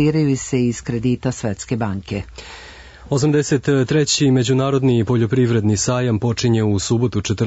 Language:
Serbian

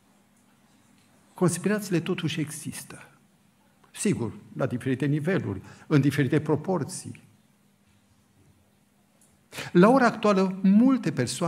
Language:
Romanian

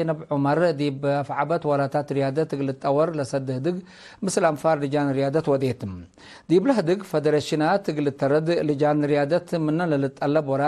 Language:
Tigre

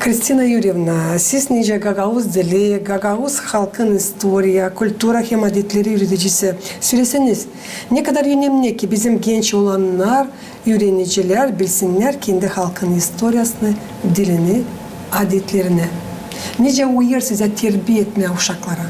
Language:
Gagauz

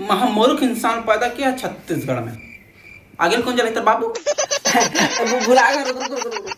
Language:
Chhattisgarhi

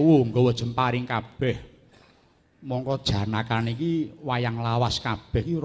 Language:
Javanese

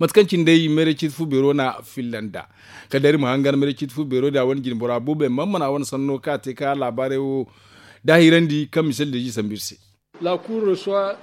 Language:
Zarma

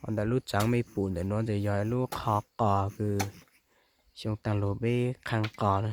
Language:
Hmong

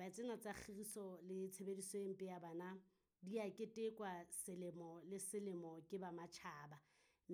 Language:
Southern Sotho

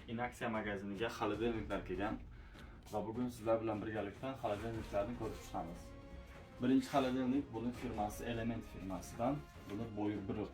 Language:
Uzbek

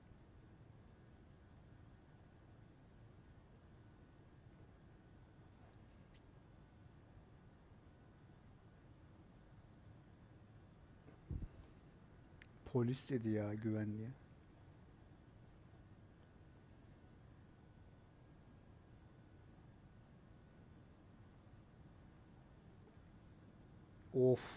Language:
Turkish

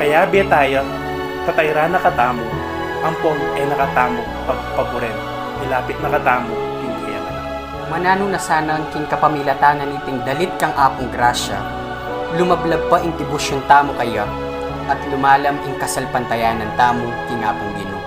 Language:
Pampanga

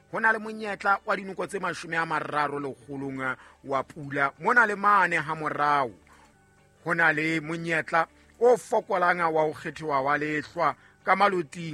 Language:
Southern Sotho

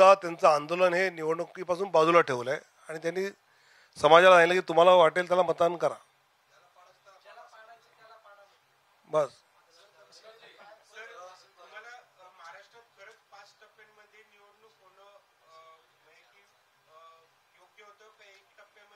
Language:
Marathi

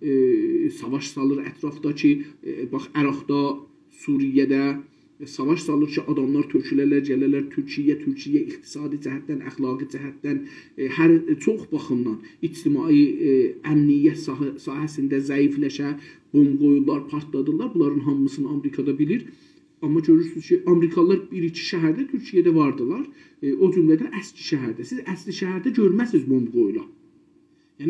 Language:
South Azerbaijani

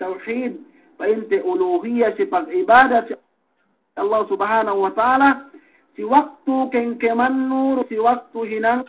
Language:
Yakan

